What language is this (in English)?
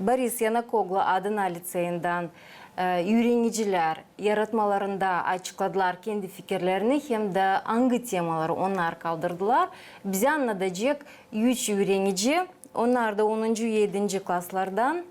Gagauz